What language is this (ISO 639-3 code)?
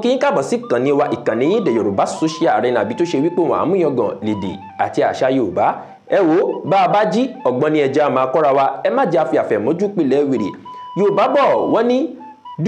yor